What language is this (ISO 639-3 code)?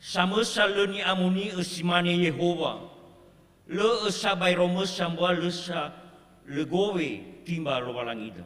nia